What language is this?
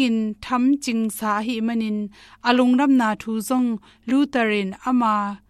Tedim Chin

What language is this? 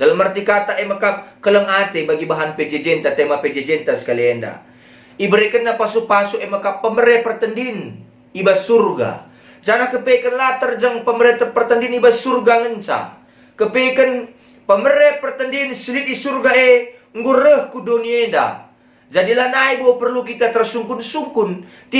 Batak Karo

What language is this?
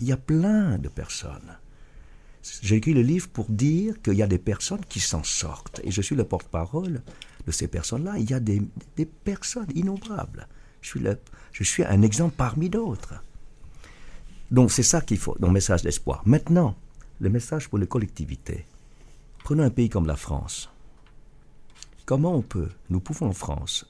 French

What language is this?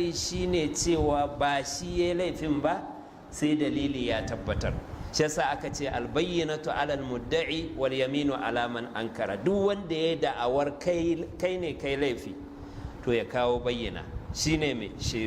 Hausa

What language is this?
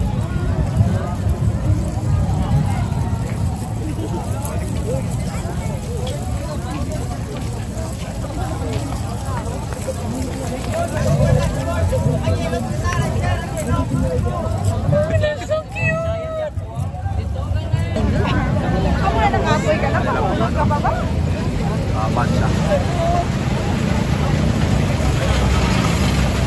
Filipino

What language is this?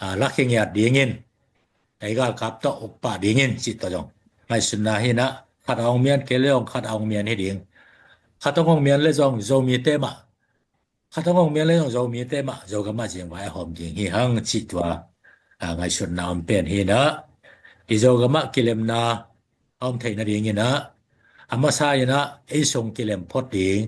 Tedim Chin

